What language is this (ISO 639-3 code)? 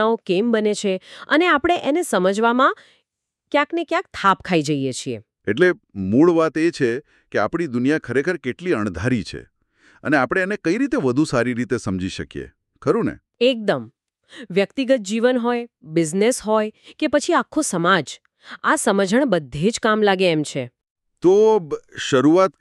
guj